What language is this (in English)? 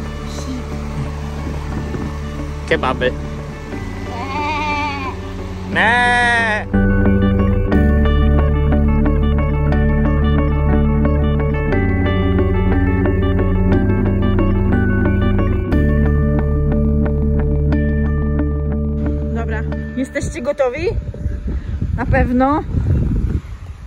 Polish